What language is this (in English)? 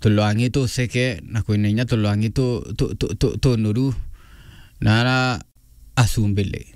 Meru